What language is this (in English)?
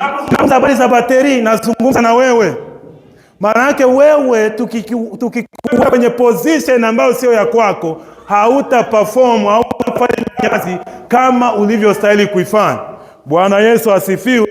Swahili